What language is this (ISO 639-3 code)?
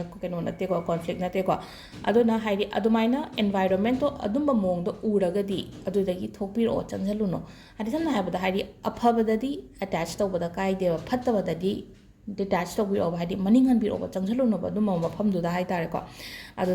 mni